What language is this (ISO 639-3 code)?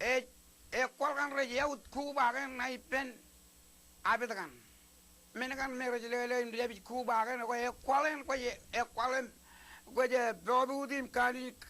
mah